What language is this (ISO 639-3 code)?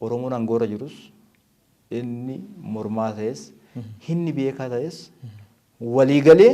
orm